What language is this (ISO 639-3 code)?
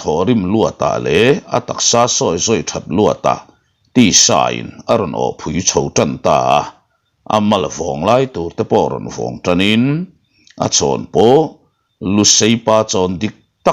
lus